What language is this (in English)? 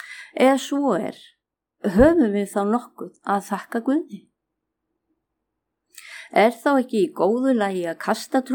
Icelandic